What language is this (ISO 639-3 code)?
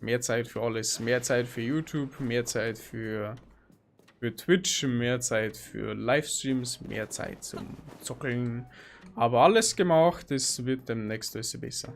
bar